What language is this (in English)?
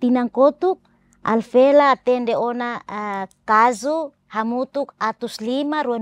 Tetum